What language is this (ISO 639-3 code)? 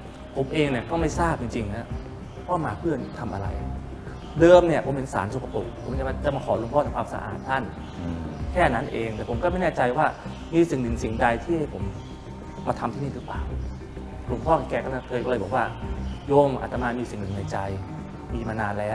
tha